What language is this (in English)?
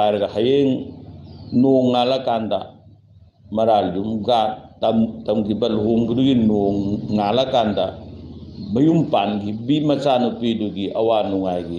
Manipuri